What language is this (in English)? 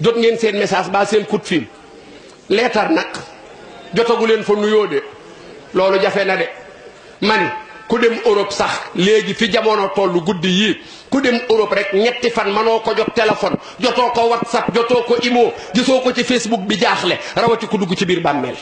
Wolof